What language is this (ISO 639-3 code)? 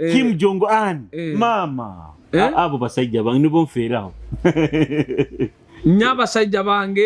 nyo